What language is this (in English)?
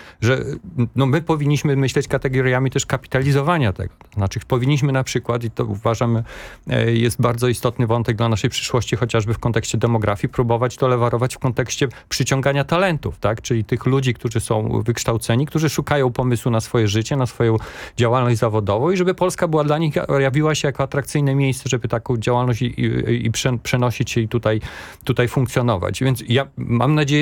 Polish